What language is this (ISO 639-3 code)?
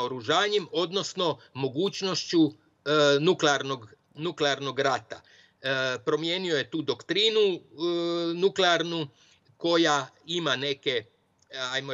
srp